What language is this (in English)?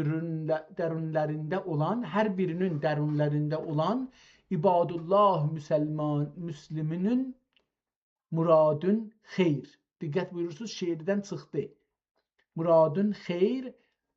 South Azerbaijani